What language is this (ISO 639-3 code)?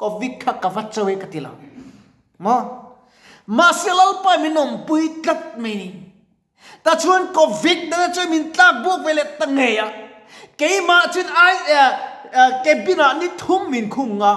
lus